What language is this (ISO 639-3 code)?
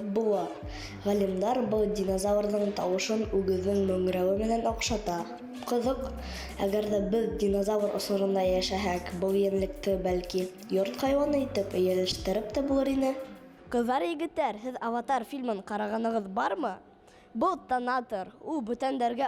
bak